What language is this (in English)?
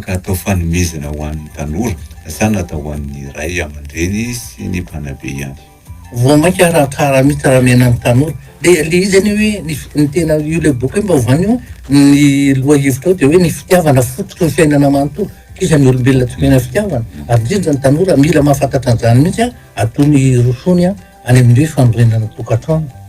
Malagasy